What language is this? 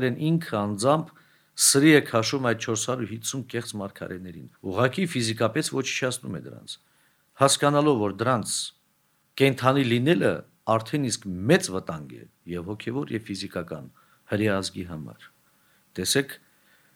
Armenian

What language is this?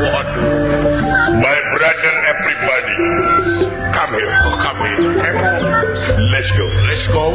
Sundanese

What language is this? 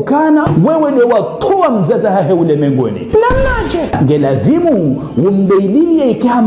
Ngazidja Comorian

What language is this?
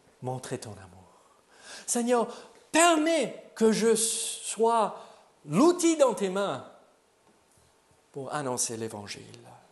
French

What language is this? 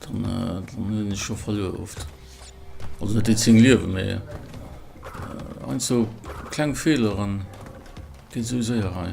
Luxembourgish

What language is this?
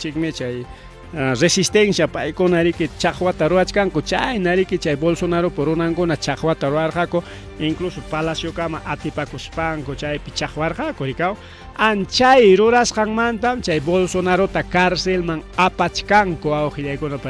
Ayacucho Quechua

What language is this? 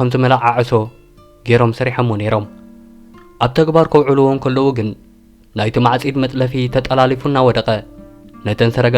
Tigrinya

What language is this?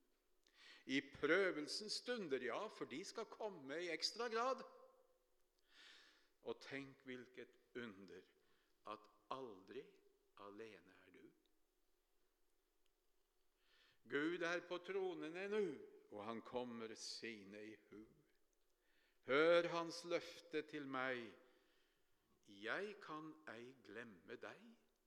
Norwegian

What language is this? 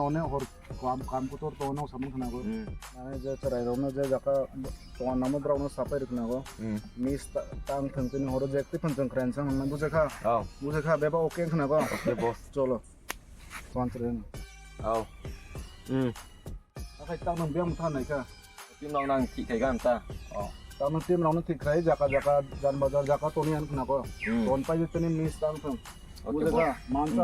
Kok Borok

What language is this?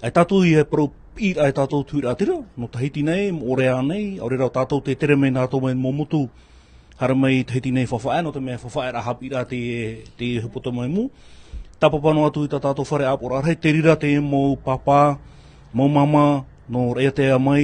Tahitian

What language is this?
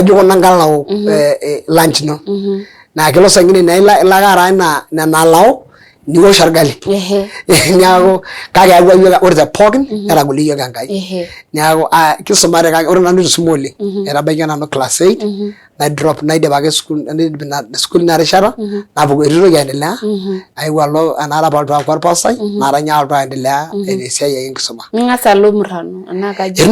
Masai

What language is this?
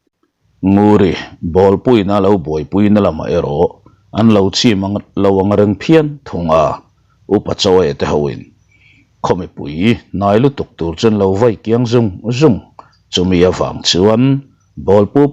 Mizo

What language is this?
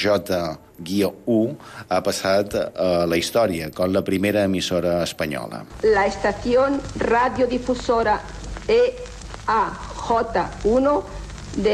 Catalan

